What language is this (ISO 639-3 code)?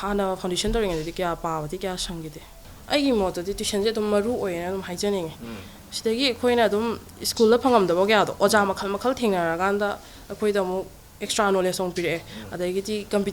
mni